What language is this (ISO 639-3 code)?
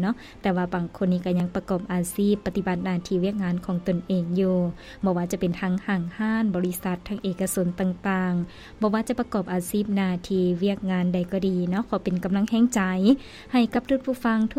lao